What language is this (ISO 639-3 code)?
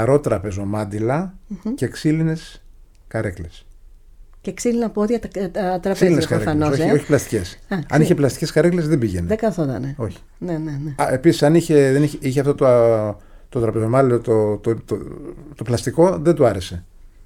ell